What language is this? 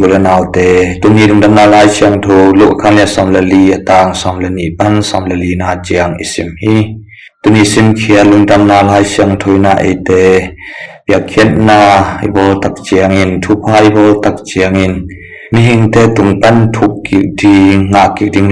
Tedim Chin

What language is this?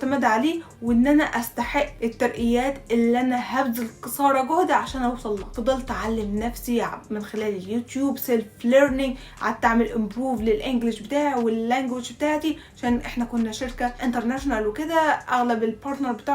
Egyptian Arabic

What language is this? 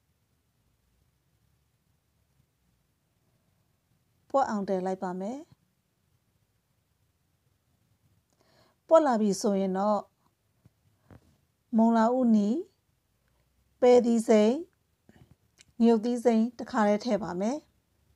Burmese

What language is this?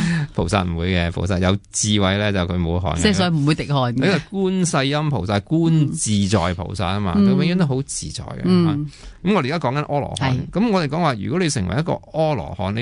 Cantonese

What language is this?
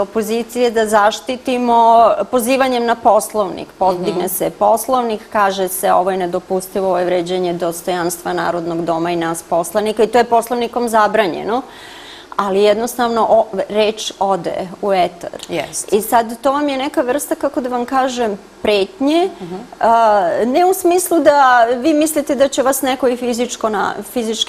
Serbian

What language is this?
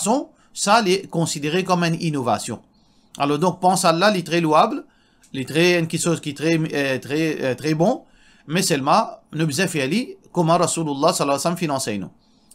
Morisyen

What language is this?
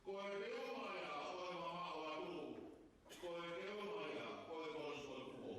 Tongan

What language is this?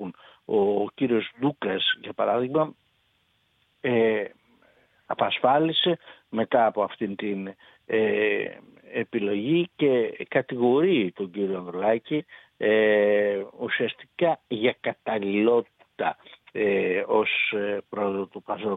Greek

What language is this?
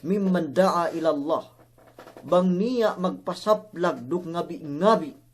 Yakan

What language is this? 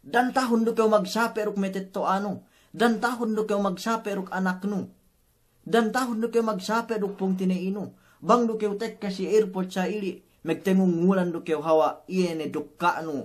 Yakan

